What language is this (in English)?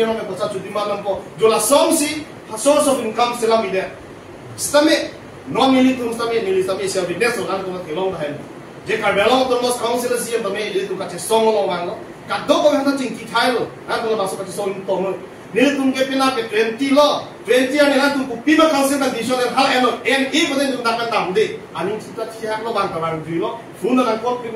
Karbi